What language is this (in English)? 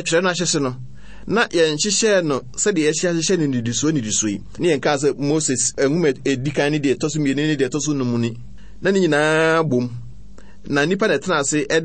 Akan